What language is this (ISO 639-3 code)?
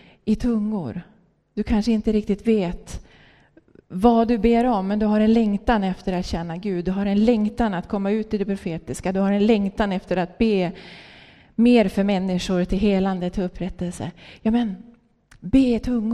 swe